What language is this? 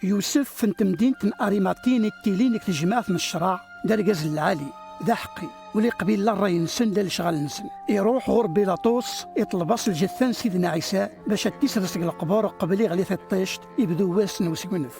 Kabyle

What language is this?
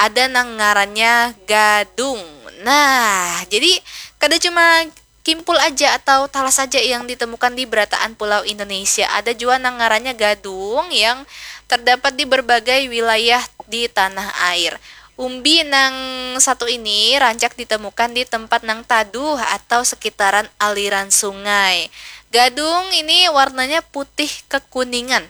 Banjar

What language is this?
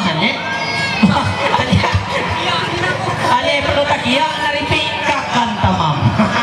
Ma'anyan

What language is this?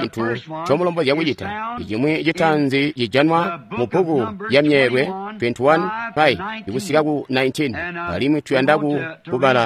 Tonga (Zambia)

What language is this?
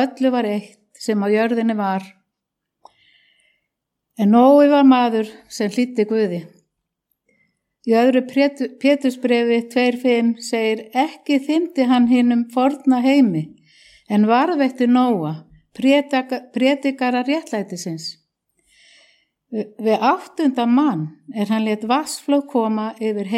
Icelandic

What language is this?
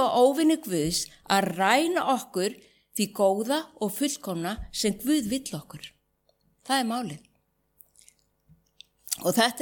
Icelandic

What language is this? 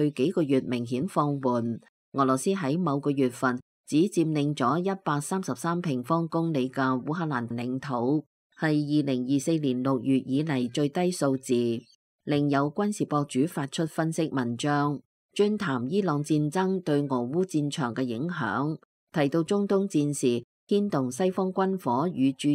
Cantonese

